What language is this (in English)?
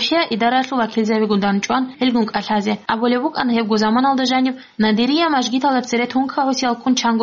Avaric